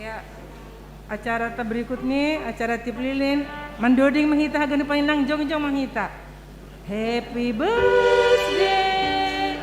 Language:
Batak Simalungun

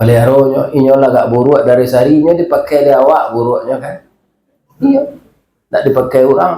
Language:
Minangkabau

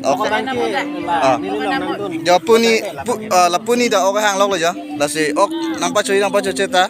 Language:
Karbi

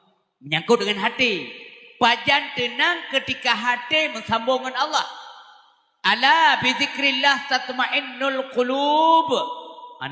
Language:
Achinese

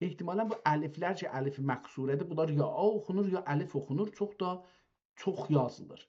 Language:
South Azerbaijani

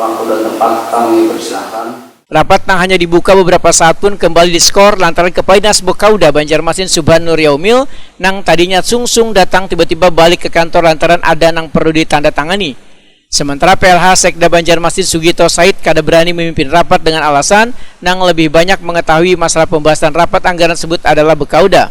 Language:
Banjar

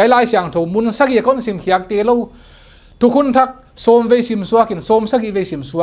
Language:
Paite Chin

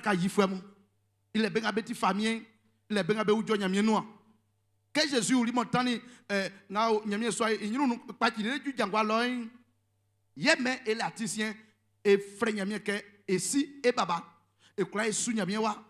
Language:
Baoulé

